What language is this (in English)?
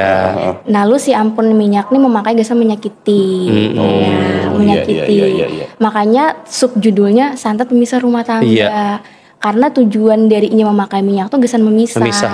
Banjar